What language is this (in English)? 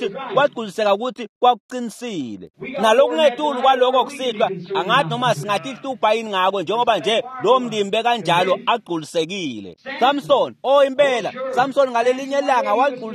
Swati